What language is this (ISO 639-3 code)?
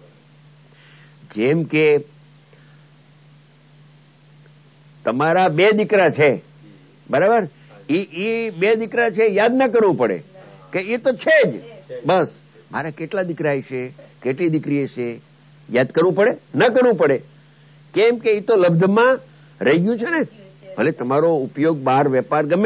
guj